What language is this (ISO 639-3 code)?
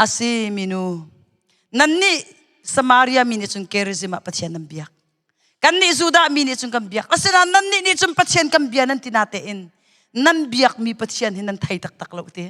cnh